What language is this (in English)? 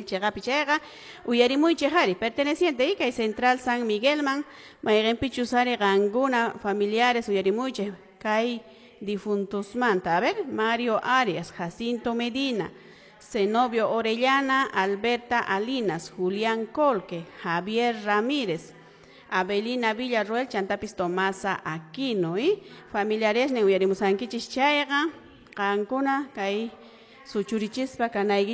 Quechua